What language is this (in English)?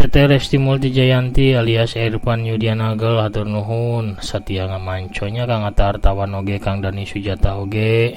Sundanese